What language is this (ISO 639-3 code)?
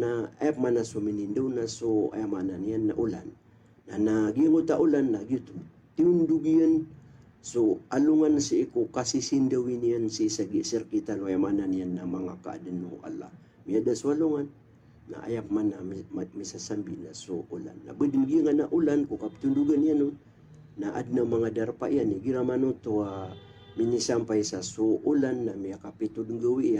mrw